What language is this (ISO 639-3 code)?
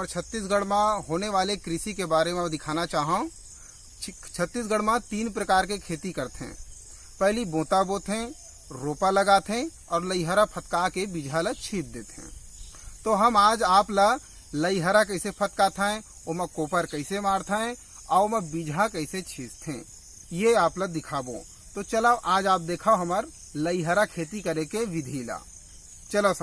hne